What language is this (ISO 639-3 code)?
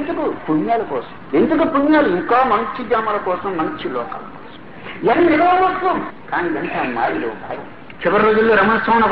tel